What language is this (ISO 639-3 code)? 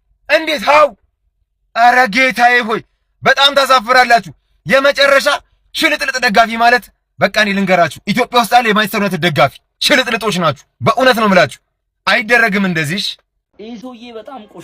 amh